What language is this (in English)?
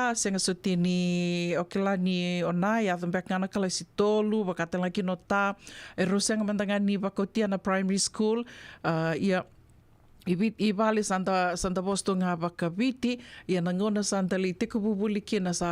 Fijian